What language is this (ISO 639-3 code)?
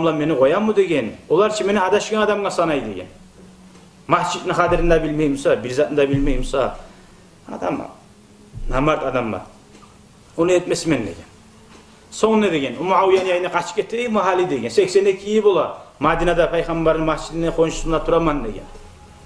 kum